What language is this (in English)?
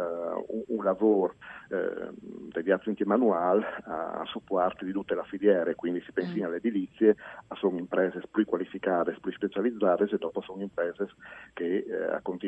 Friulian